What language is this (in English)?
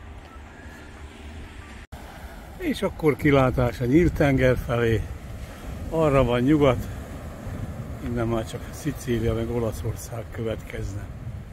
Hungarian